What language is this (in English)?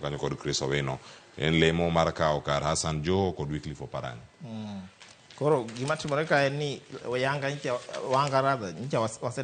Luo (Kenya and Tanzania)